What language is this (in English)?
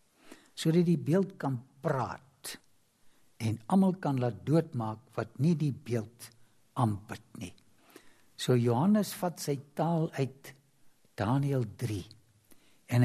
Afrikaans